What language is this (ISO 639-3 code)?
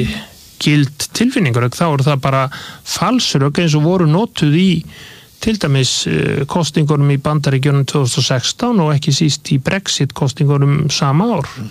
isl